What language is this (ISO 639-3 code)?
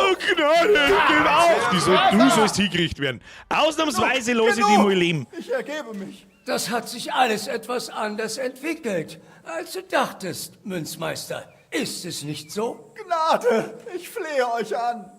bar